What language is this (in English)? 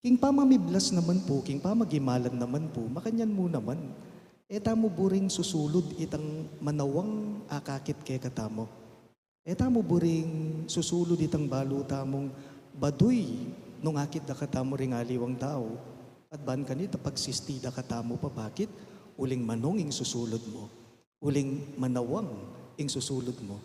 Pampanga